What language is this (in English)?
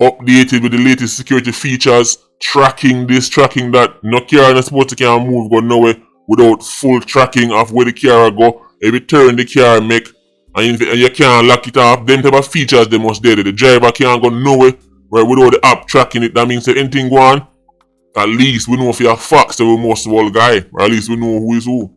Jamaican Creole English